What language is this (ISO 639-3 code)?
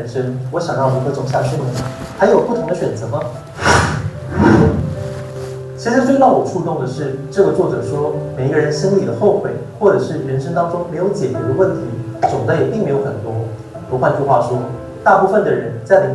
zho